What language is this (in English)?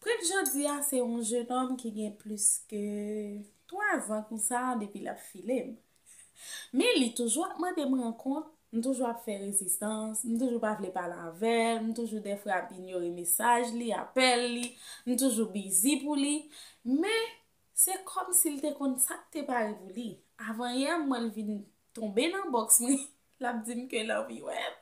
Haitian Creole